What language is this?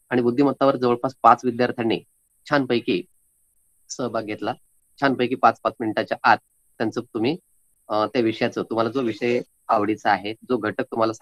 Marathi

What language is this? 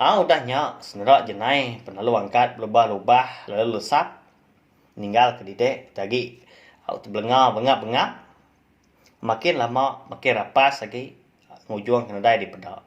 Iban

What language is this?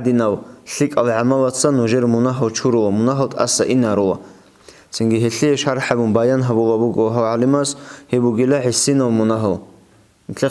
Avaric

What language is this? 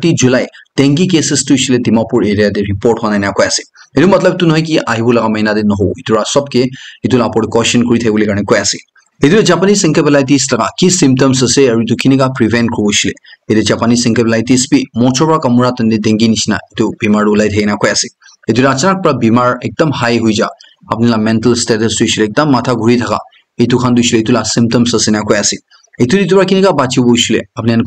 Naga Pidgin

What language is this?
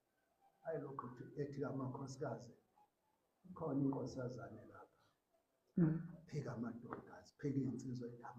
Zulu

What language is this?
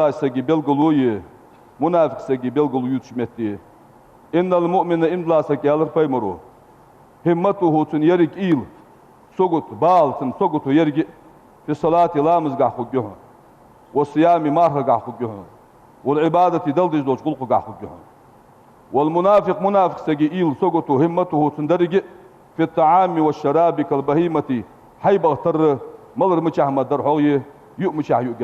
Ingush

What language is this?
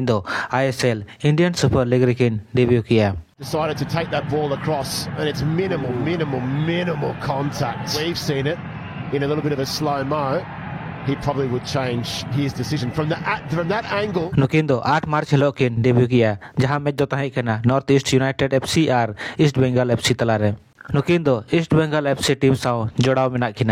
Santali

